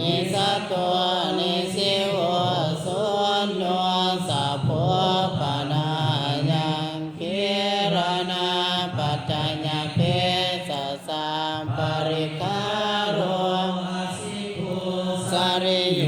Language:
Pali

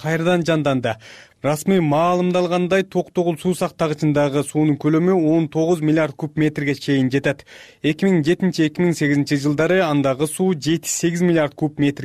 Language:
Kyrgyz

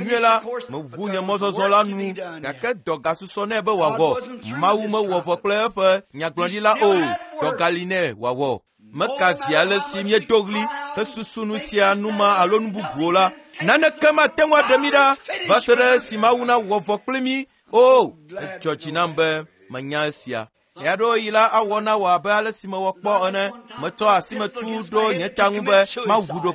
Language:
Ewe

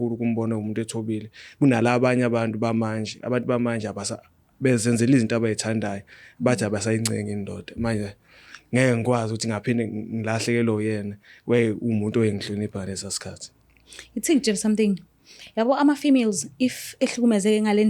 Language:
Zulu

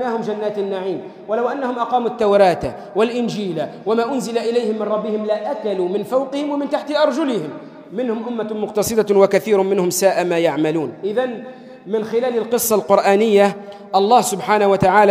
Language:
Arabic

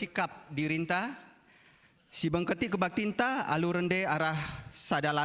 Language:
Batak Karo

